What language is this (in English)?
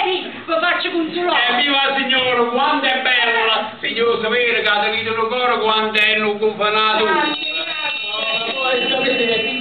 Neapolitan